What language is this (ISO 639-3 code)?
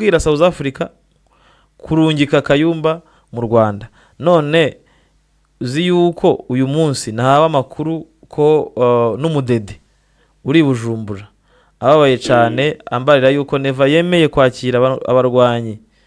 kin